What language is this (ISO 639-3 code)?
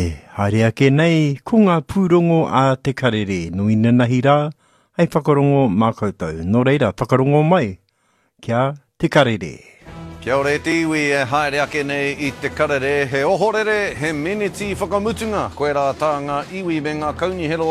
mri